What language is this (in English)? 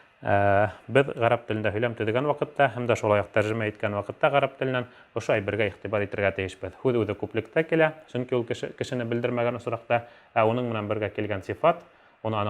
Bashkir